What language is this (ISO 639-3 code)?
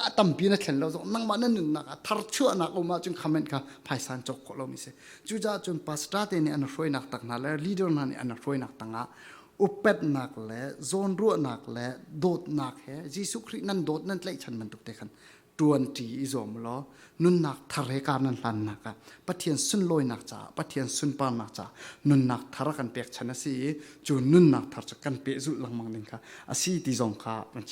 cfm